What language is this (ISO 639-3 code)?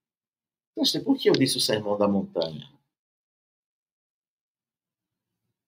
por